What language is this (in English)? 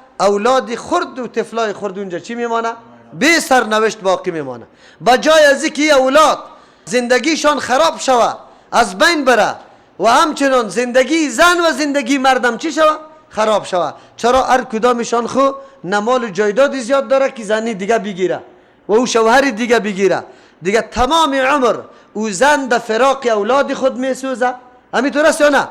Persian